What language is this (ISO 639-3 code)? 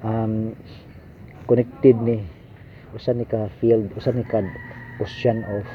ceb